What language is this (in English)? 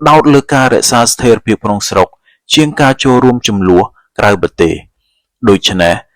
Khmer